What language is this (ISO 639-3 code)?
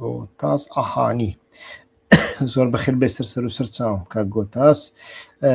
ckb